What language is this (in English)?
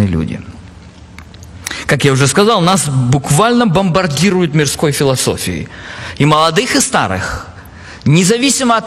Russian